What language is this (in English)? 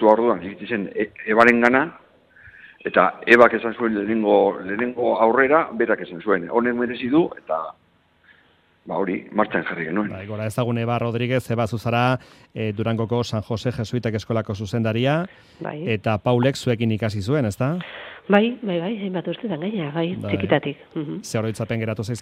Basque